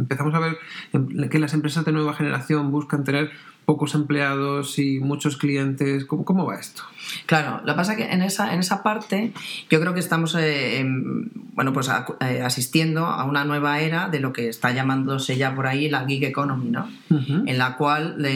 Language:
Spanish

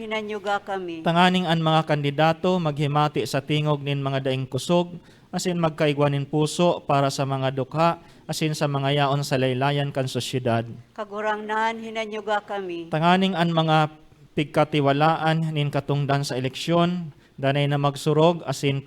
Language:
Bikol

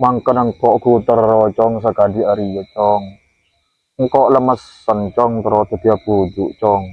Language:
Madurese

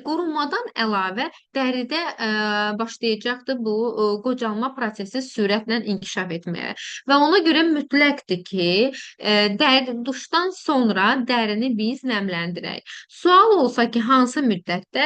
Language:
Azerbaijani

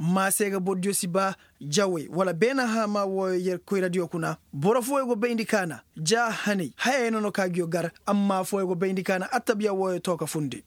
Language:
Koyraboro Senni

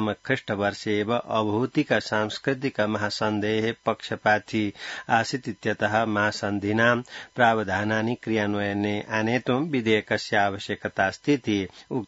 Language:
Sanskrit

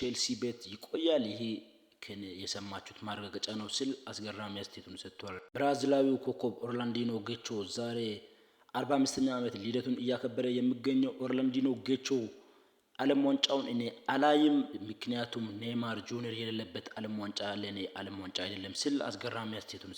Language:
Amharic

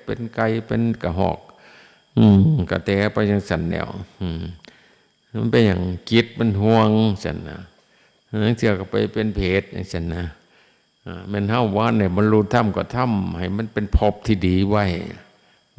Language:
Northeastern Thai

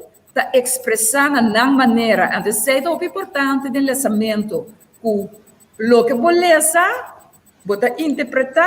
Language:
Papiamento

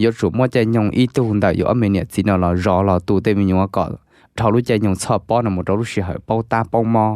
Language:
Hmong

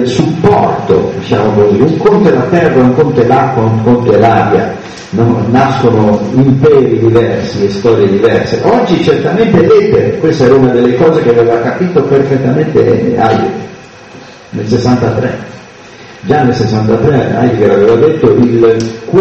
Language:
Italian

